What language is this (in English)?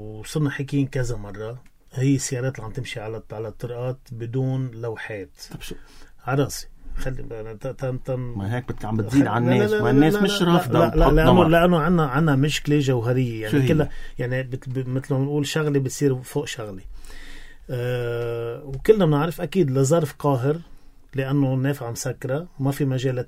North Levantine Arabic